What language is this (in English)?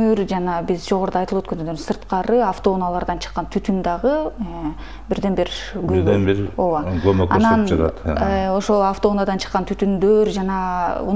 Kyrgyz